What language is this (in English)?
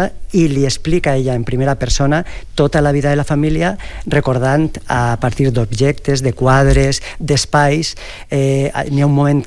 Catalan